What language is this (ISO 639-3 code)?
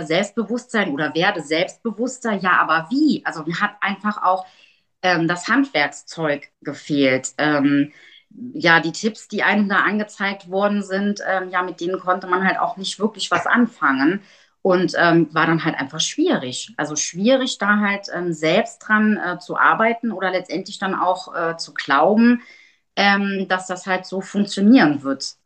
deu